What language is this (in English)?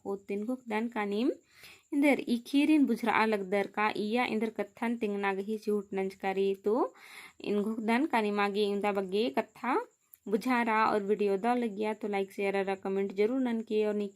Kurukh